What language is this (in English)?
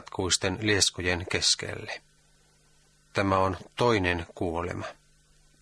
Finnish